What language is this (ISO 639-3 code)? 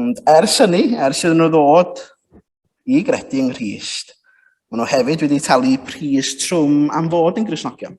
cym